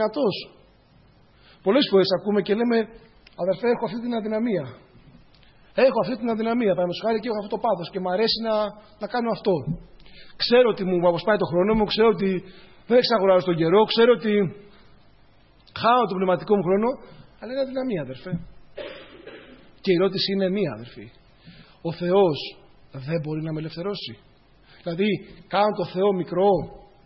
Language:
Greek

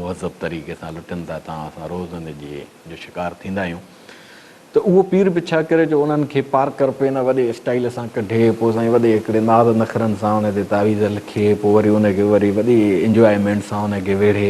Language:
Sindhi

